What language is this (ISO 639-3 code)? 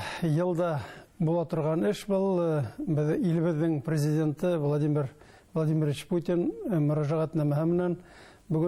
bak